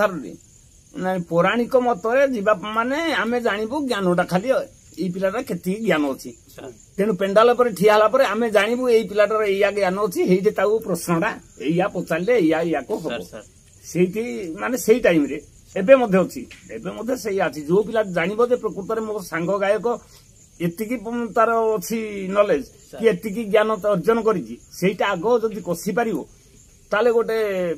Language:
Odia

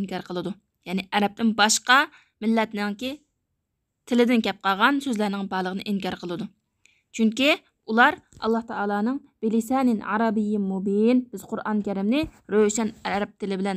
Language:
Uyghur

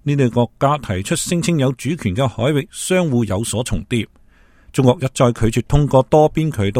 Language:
Cantonese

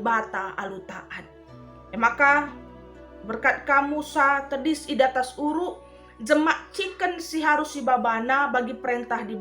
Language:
Batak Karo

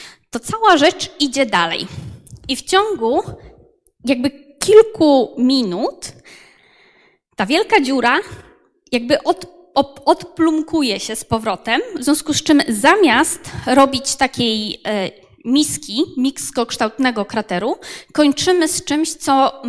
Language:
Polish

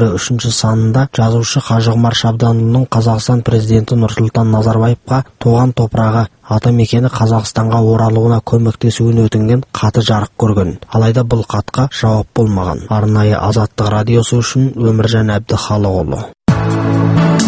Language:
Kazakh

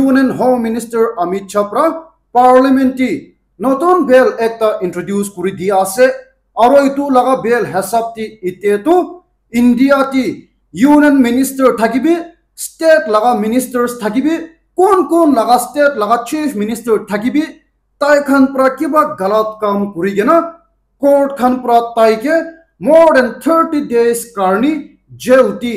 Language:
Naga Pidgin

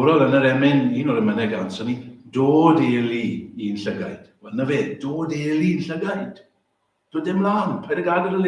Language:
Welsh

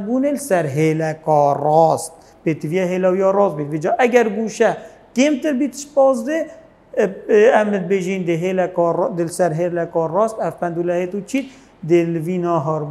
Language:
Kurdish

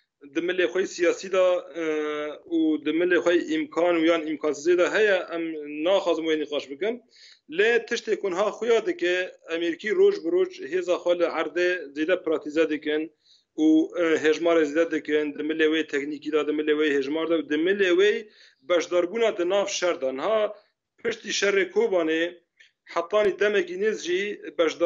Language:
Kurdish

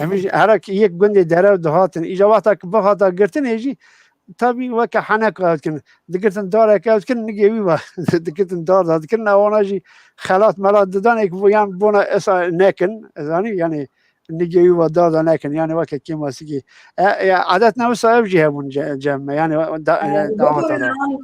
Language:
Kurdish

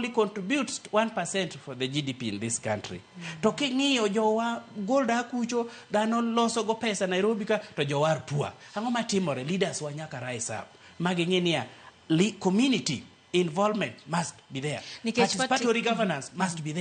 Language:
Luo (Kenya and Tanzania)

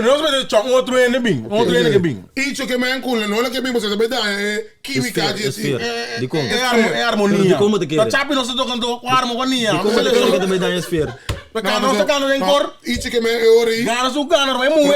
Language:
Papiamento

